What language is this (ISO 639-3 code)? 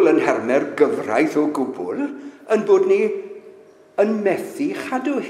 cym